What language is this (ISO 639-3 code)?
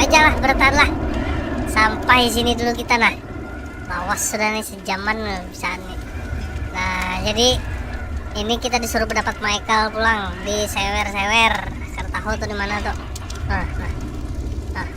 bjn